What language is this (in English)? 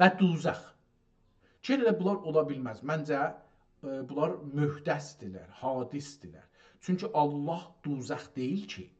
South Azerbaijani